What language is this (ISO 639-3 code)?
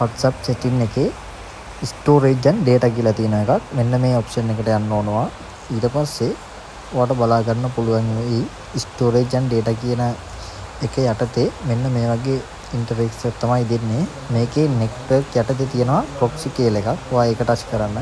sin